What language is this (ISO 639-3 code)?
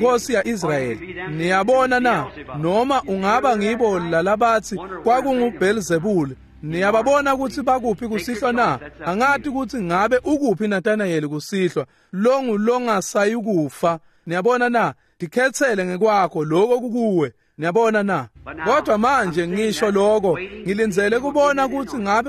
ssw